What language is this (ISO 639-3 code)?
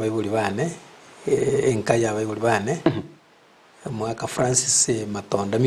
guz